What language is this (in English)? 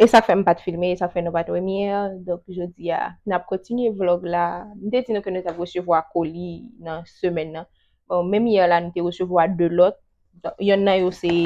Haitian Creole